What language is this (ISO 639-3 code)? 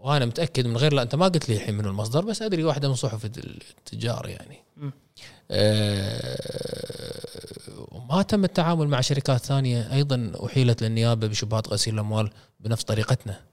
afb